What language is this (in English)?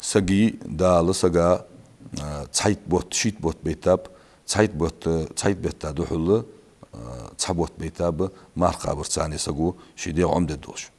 Ingush